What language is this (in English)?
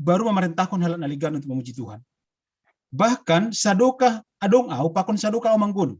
Batak Simalungun